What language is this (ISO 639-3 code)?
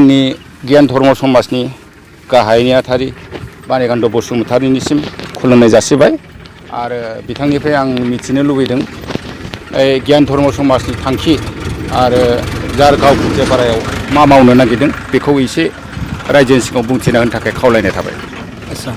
brx